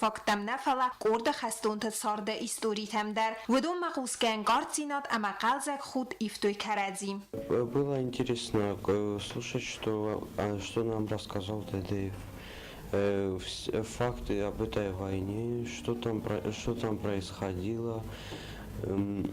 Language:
Ossetic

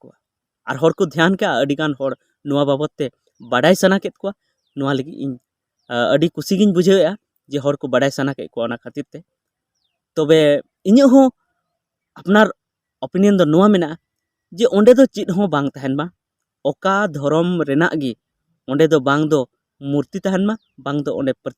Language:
Santali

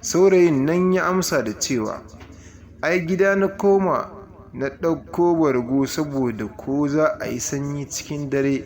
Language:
Hausa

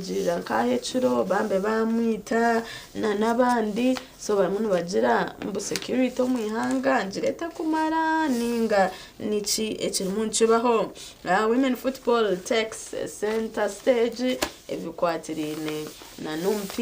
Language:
Nyankole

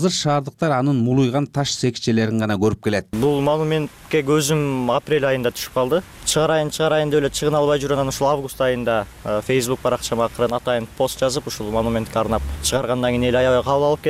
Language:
Kyrgyz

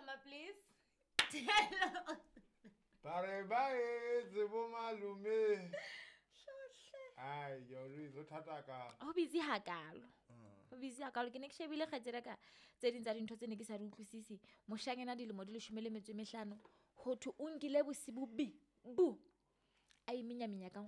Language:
Southern Sotho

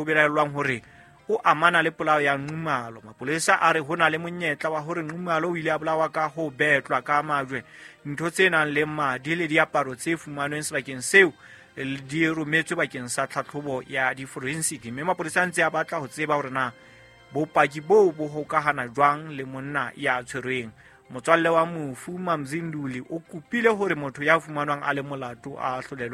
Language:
Southern Sotho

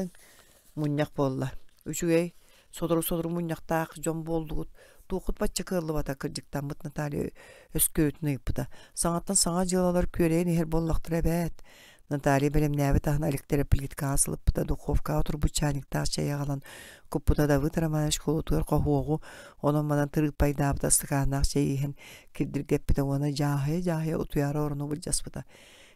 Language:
Yakut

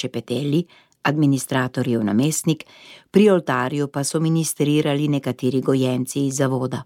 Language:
Slovenian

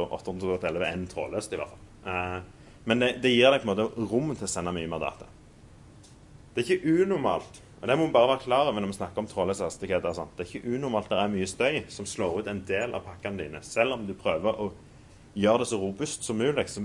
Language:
Norwegian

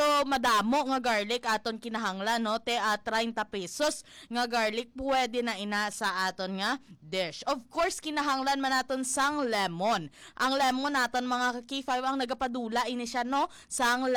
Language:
Hiligaynon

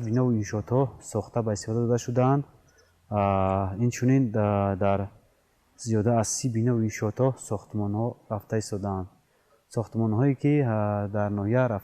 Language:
Tajik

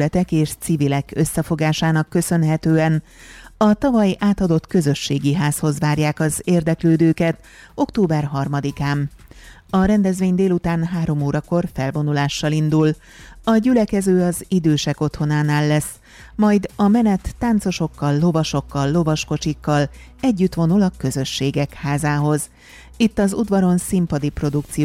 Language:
Hungarian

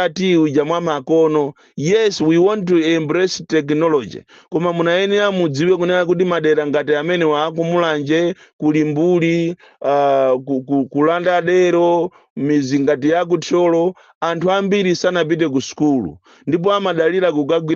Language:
Nyanja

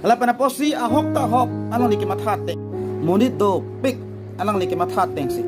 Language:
Karbi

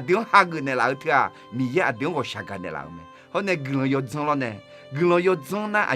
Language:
Akha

